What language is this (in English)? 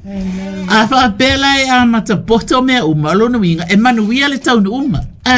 Samoan